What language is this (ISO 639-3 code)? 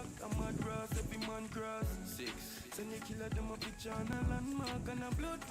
jam